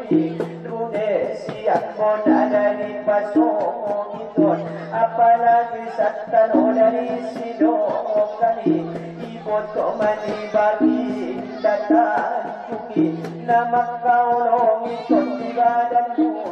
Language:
Batak Angkola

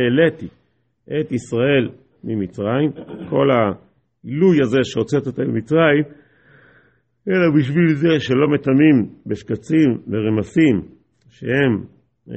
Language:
Hebrew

